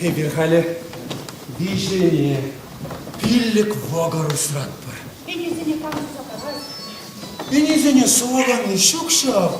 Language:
Chuvash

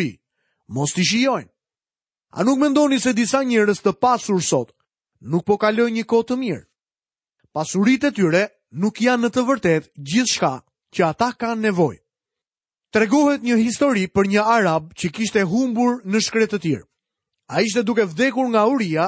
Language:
Albanian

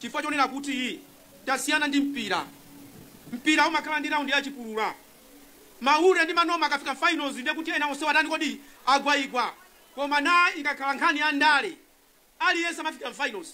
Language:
Nyanja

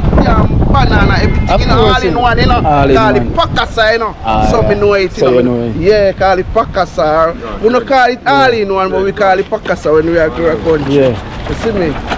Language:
Jamaican Creole English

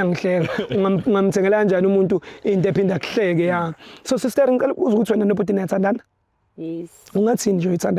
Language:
Zulu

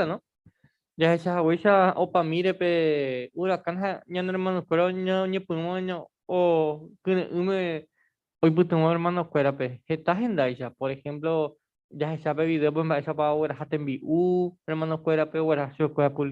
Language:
Guarani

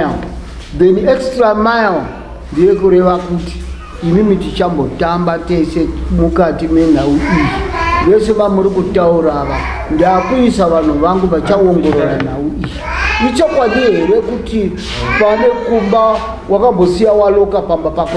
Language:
Shona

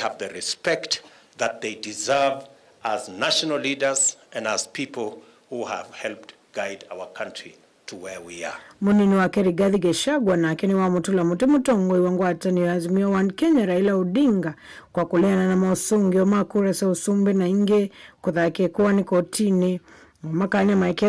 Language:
Kamba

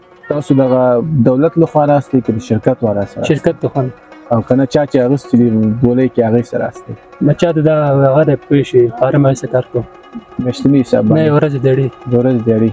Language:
Pashto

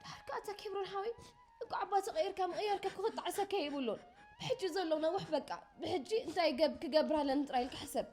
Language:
Tigrinya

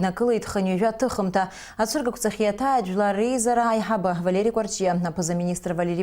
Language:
Abkhazian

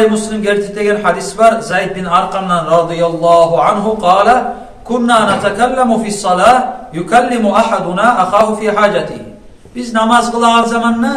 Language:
Kumyk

